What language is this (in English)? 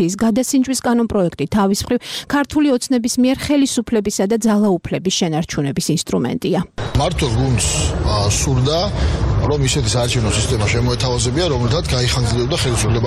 Georgian